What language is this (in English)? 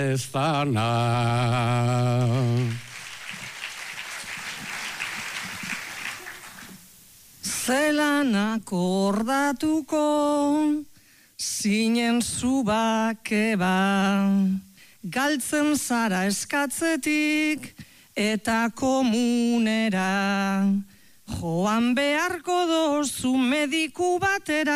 Basque